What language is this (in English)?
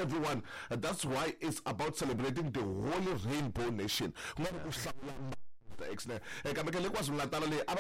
Tsonga